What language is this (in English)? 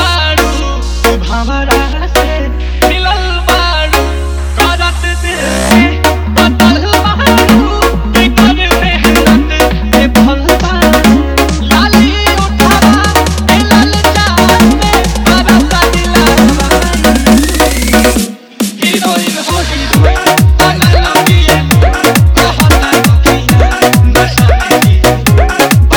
Bhojpuri